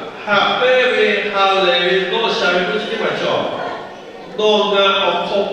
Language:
Lahu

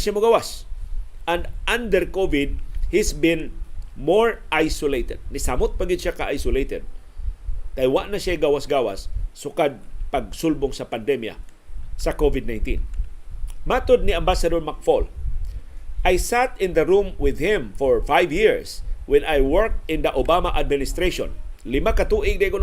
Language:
Cebuano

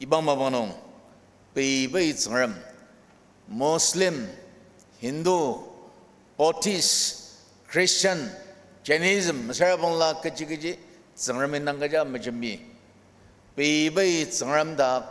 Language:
Ao Naga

